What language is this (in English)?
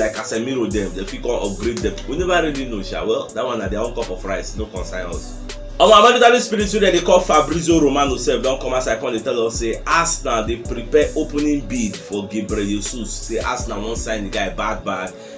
Nigerian Pidgin